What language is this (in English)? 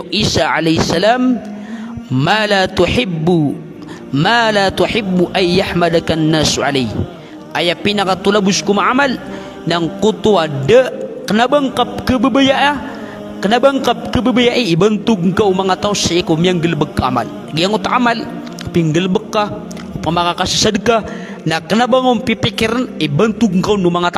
Maranao